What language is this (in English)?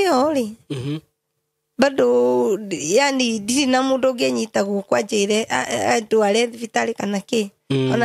Kikuyu